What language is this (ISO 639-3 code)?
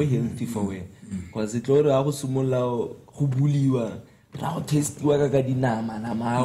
tsn